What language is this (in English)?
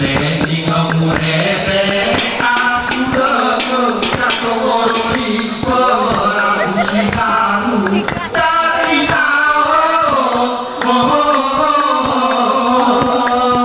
Gayo